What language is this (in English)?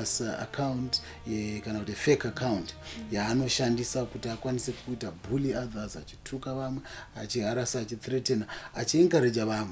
Shona